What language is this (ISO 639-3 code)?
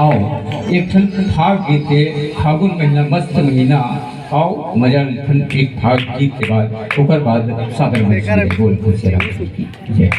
hne